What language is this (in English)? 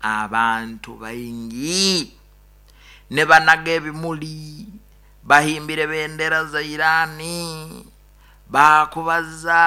Nyoro